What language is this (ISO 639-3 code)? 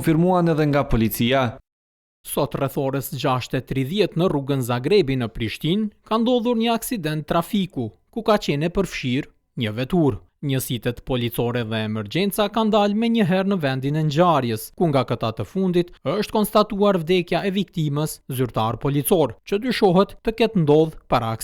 sqi